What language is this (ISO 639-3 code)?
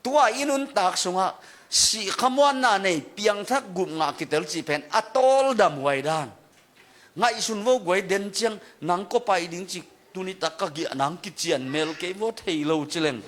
ctd